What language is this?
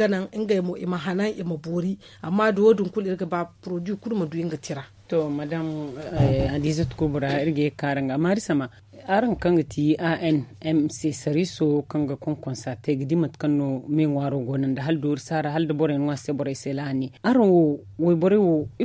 Zarma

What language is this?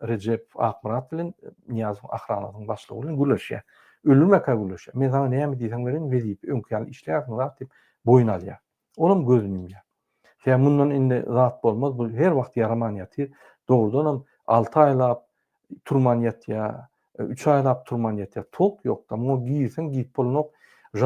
Turkmen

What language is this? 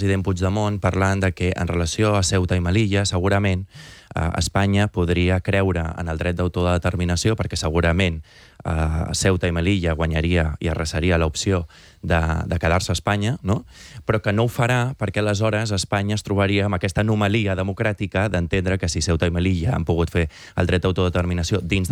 Catalan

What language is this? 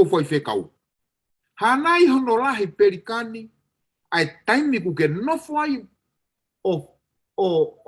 Tongan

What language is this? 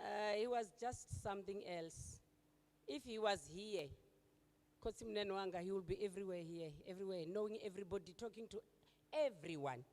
Venda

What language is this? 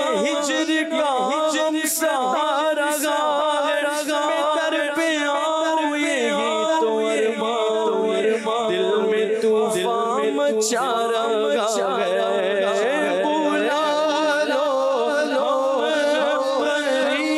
Urdu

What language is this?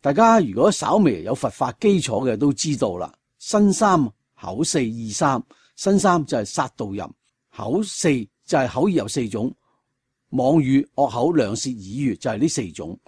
Cantonese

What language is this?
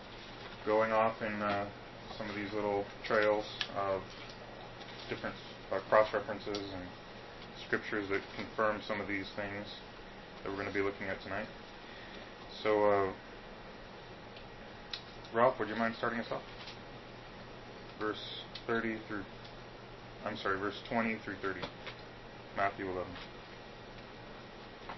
English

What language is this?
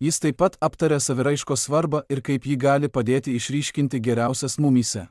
Lithuanian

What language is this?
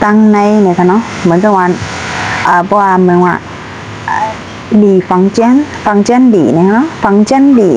Shan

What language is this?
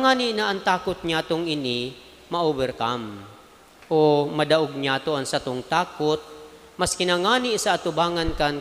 Bikol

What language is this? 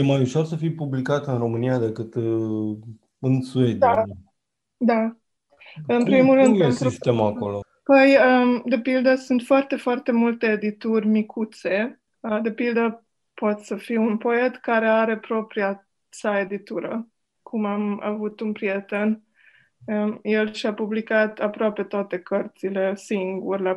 Romanian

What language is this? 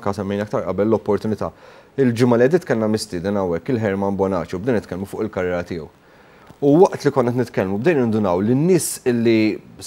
Maltese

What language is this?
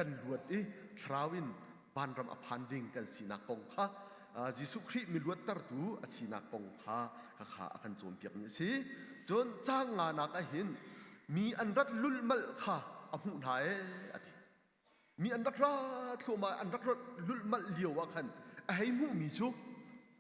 Hakha Chin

